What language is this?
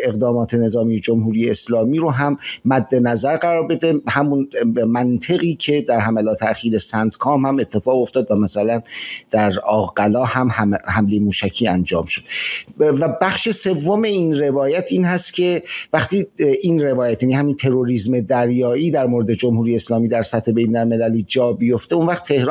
Persian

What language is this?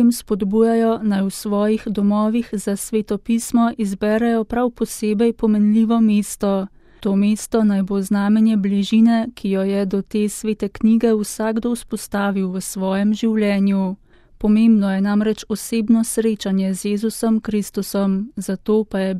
Slovenian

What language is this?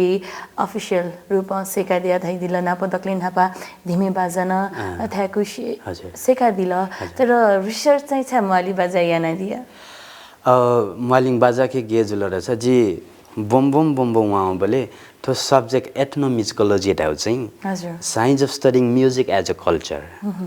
Newari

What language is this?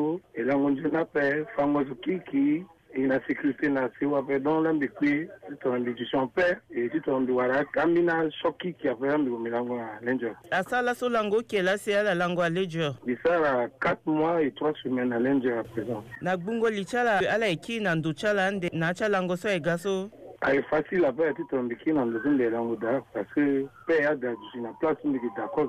Sango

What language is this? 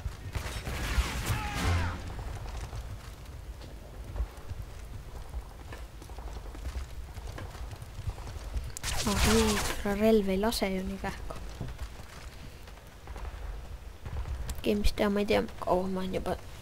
Estonian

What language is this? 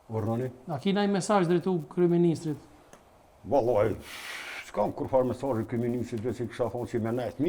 Albanian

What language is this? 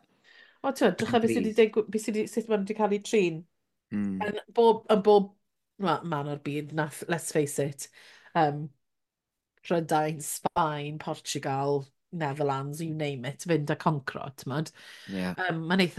Welsh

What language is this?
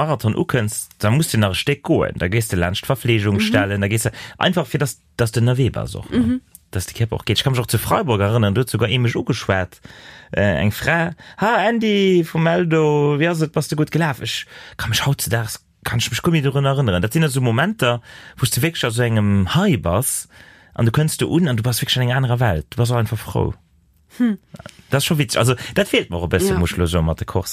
Luxembourgish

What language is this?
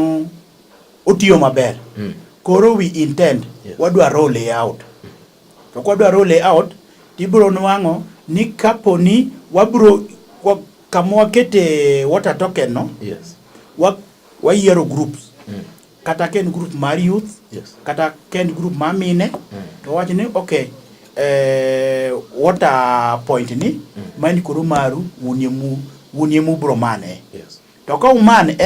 Luo (Kenya and Tanzania)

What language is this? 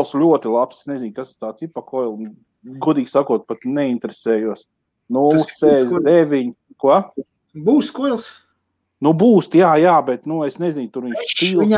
Latvian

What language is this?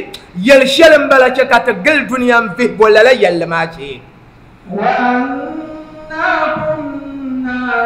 Dagbani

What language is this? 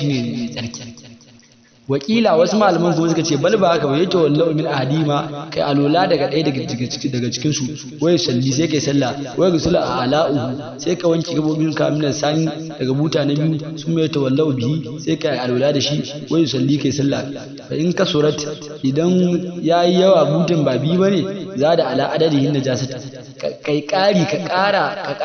Hausa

